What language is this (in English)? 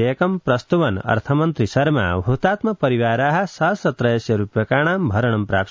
Sanskrit